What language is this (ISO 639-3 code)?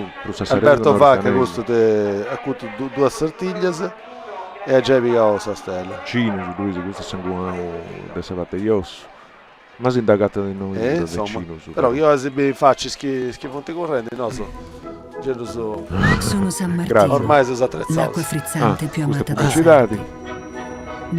srd